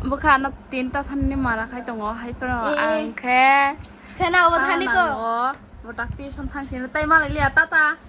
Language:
Kok Borok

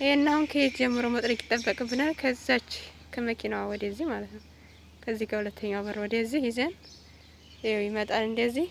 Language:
Amharic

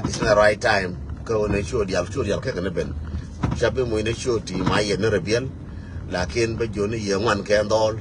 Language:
Nuer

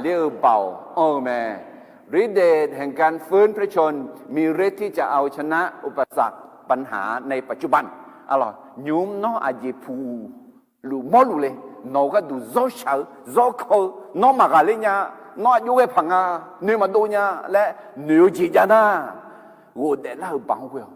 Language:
Akha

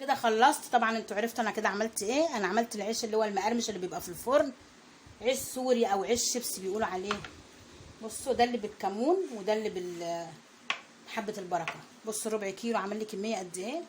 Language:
Egyptian Arabic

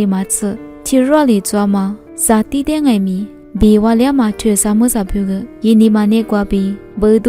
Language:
Lisu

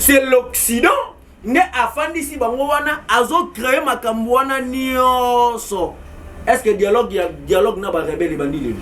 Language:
Lingala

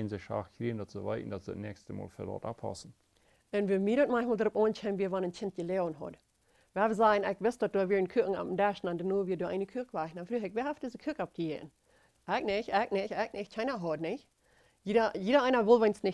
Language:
Plautdietsch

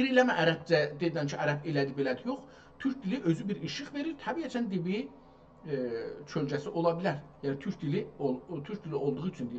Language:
South Azerbaijani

